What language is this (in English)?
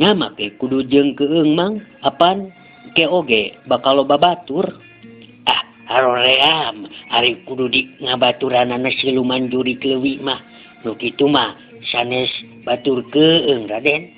Sundanese